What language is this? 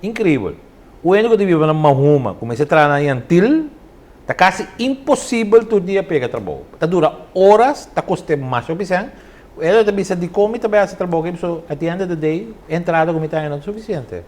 Papiamento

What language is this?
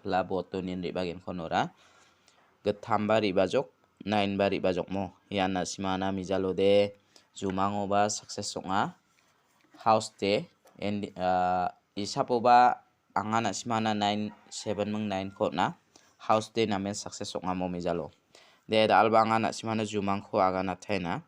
Garo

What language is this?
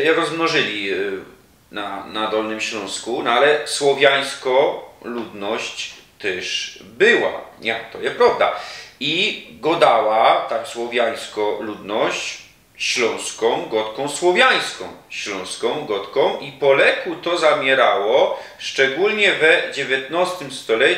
Silesian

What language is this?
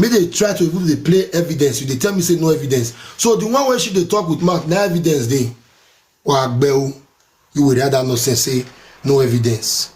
Nigerian Pidgin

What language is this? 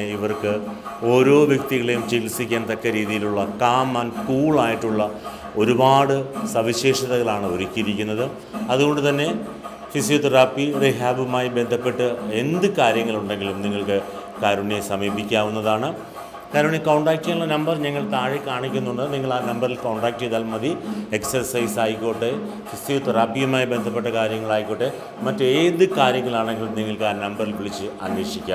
Malayalam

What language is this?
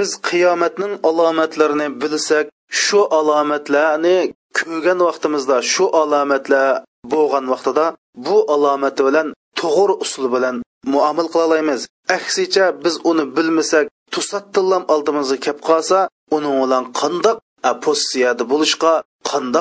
Uyghur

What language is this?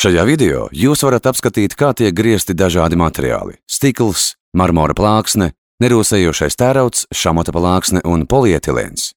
Latvian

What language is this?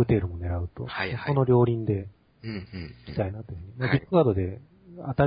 Japanese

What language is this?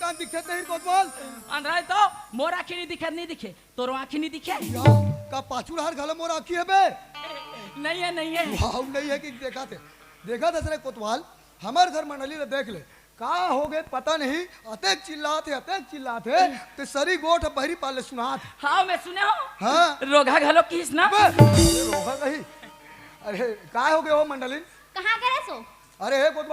Chhattisgarhi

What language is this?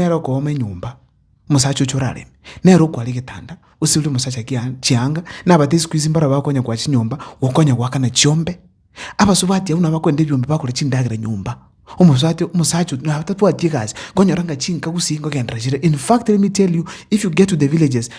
Gusii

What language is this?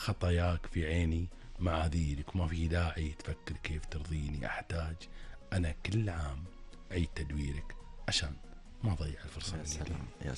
Gulf Arabic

